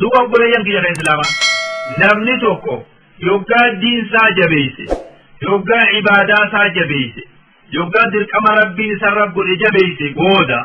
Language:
Oromo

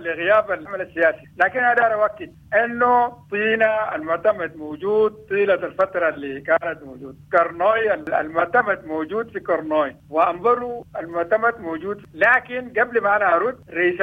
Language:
Sudanese Arabic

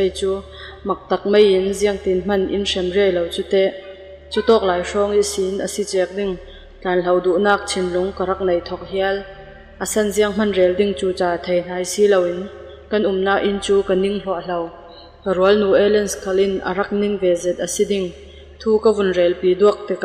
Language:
Falam Chin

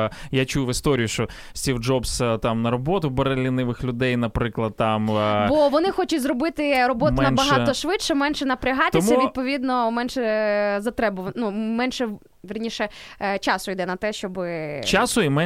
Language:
Ukrainian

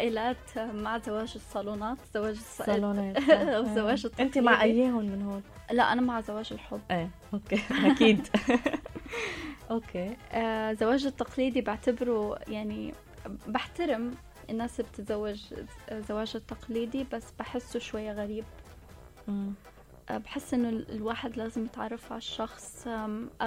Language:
North Levantine Arabic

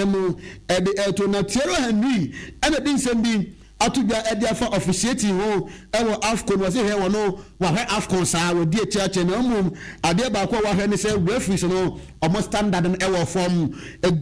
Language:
Akan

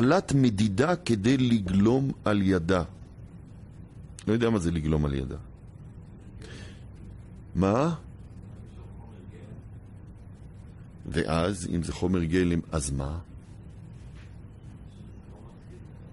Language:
Hebrew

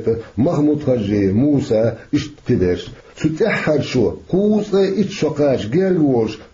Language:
Chechen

